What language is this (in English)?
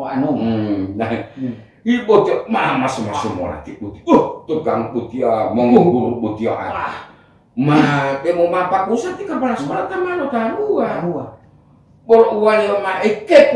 Gorontalo